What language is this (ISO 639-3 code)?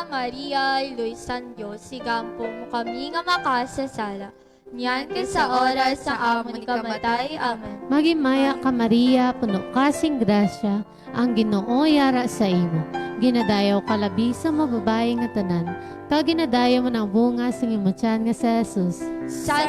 hil